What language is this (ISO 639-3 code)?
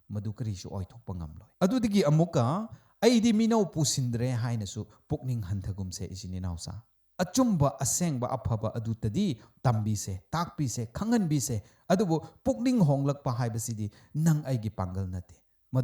mni